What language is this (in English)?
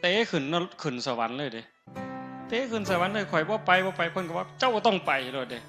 Northeastern Thai